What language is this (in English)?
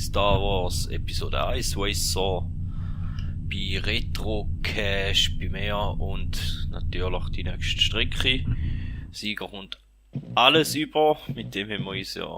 Swiss German